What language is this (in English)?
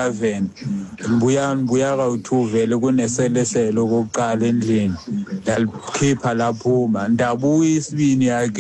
Xhosa